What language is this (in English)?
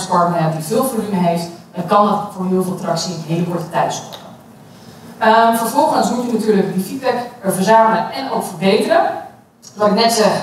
Dutch